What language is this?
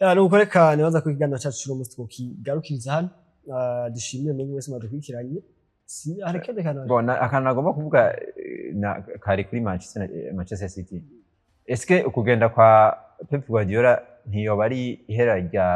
Rundi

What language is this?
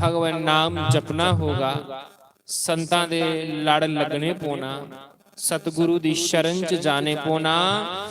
Dogri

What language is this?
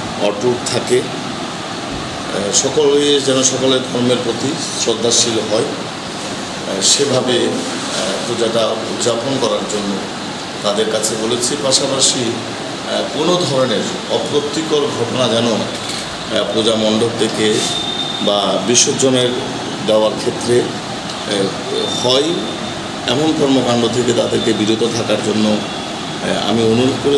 Bangla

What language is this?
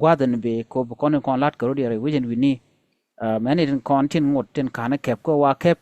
Nuer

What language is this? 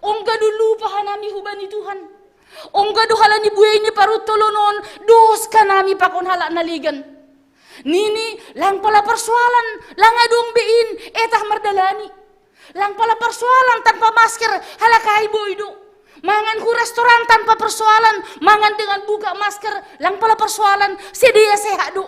Batak Simalungun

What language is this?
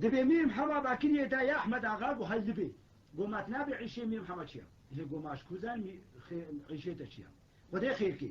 Kurdish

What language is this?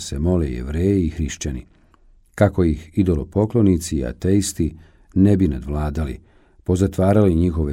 Bosnian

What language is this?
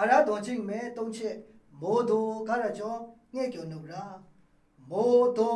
Maru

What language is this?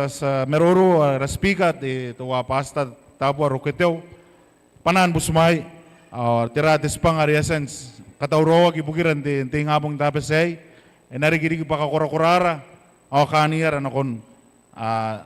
Gilbertese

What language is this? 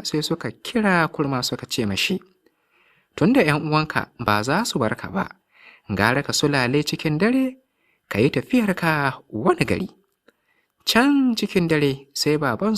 Hausa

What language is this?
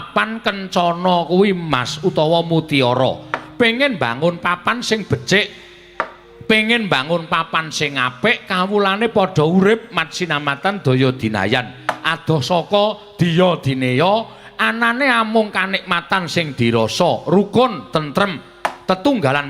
Javanese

